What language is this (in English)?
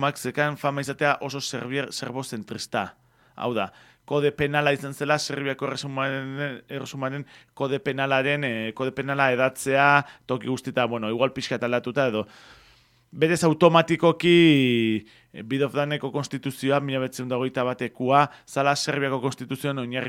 Basque